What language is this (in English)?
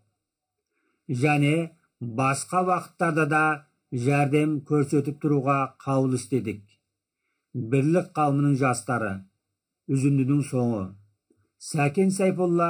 Kazakh